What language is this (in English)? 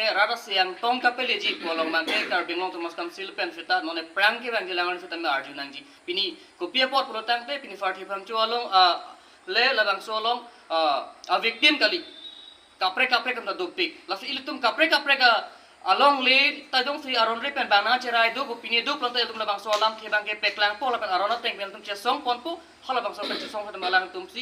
Karbi